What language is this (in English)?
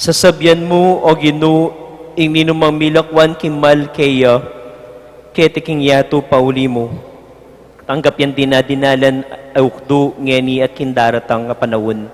Pampanga